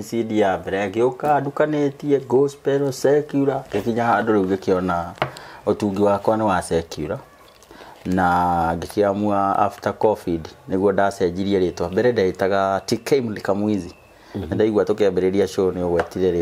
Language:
Kikuyu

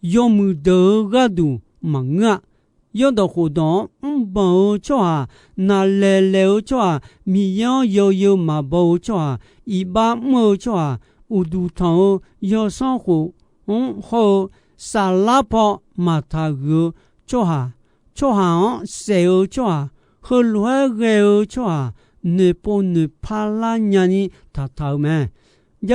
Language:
Akha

